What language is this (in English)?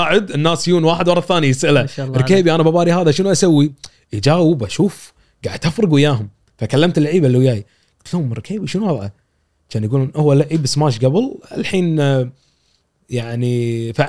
Gulf Arabic